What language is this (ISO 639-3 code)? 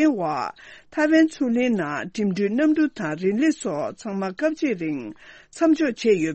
bod